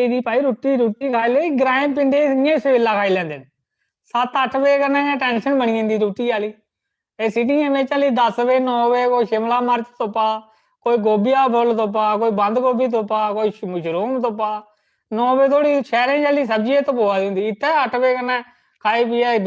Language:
Dogri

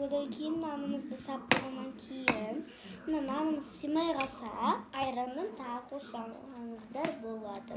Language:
Kazakh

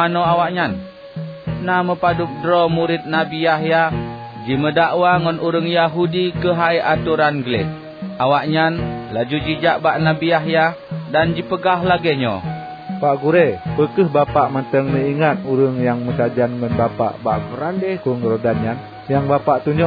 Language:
Achinese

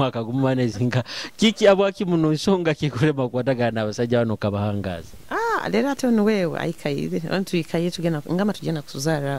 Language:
Nyoro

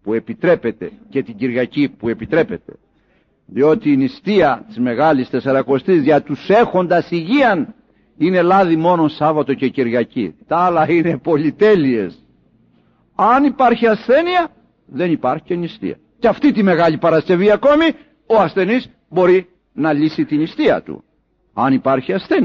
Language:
Greek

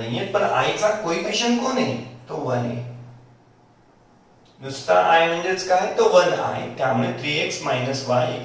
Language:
Marathi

